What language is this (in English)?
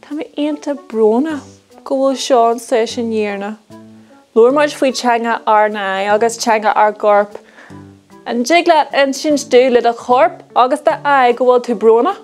Irish